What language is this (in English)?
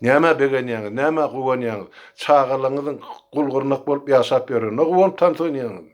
Turkmen